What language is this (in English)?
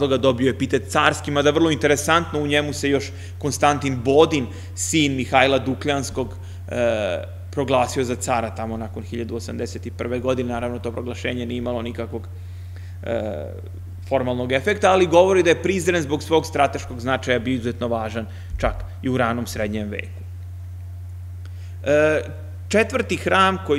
Serbian